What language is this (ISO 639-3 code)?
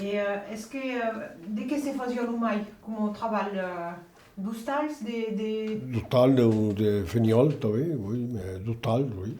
oci